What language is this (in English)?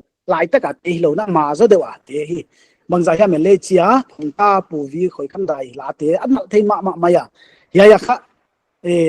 Paite Chin